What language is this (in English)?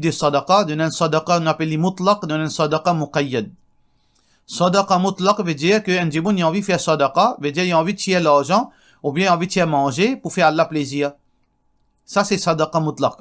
Morisyen